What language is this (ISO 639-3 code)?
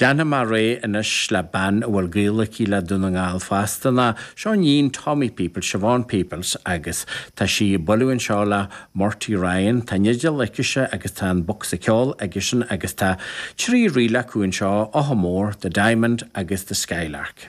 gle